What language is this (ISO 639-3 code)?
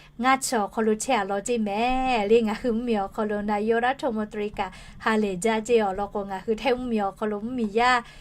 lhu